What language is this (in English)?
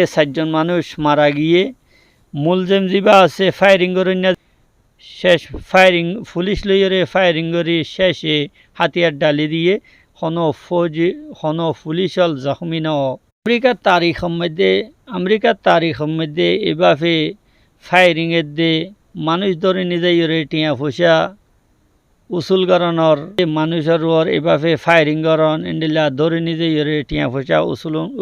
Rohingya